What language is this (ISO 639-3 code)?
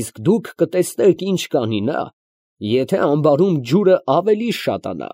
hye